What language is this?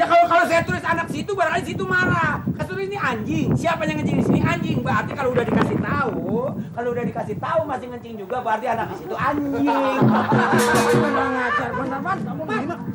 Betawi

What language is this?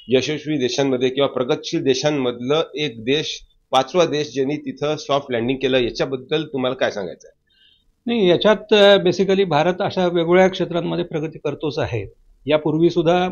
Marathi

